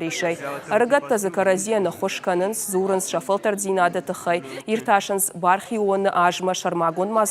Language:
Ossetic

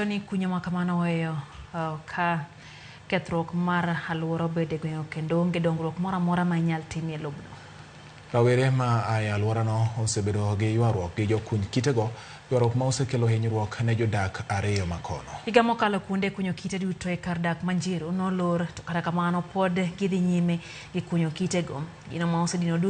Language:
Luo (Kenya and Tanzania)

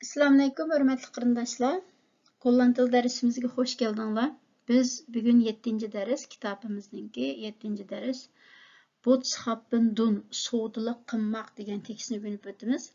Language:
Uyghur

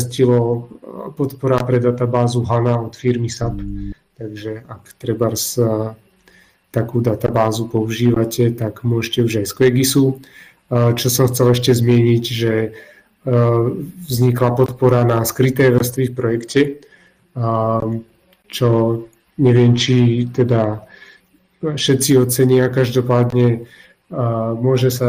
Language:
Slovak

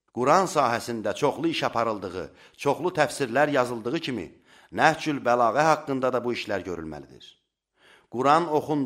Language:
Azerbaijani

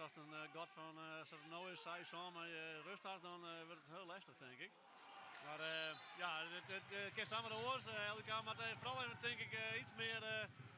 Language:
Western Frisian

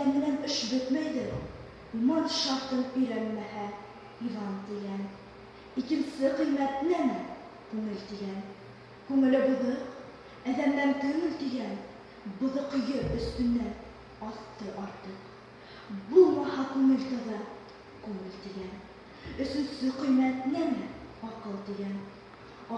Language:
Bashkir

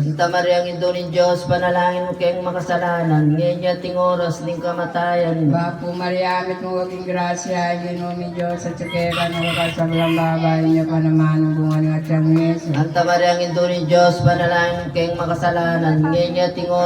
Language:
Pampanga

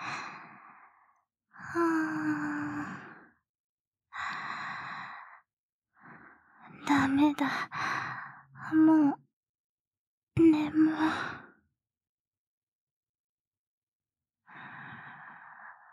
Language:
Japanese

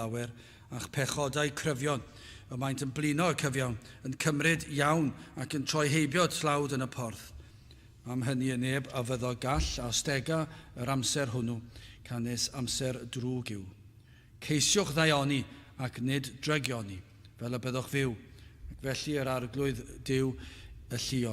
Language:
Welsh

